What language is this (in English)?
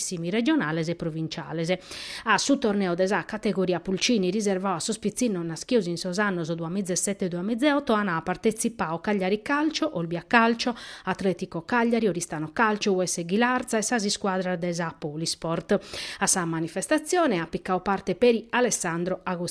Sardinian